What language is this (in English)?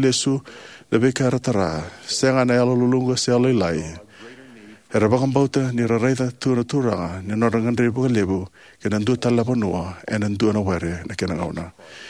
Fijian